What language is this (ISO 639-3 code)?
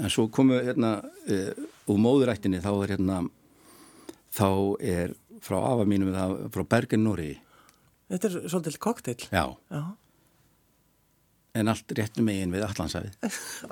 isl